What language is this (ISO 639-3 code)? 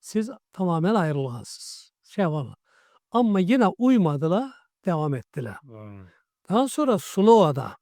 krc